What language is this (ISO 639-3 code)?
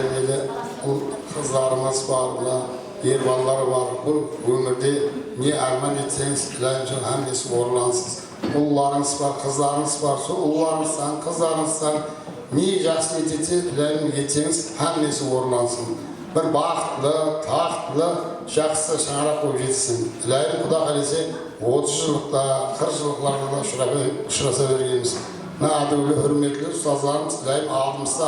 kaa